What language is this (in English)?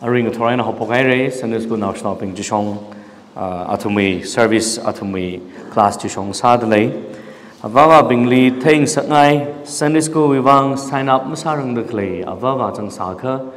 Tangkhul Naga (India)